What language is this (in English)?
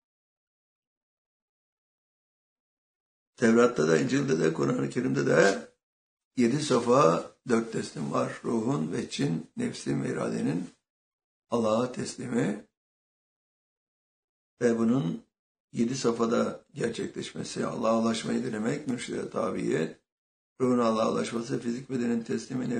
Turkish